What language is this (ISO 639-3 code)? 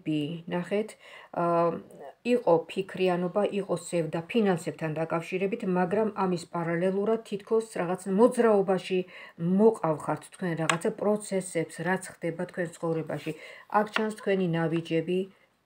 kat